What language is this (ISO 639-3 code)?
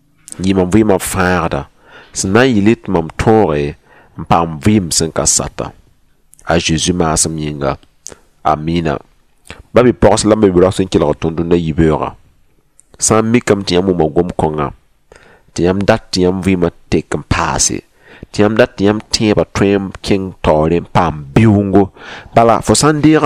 mos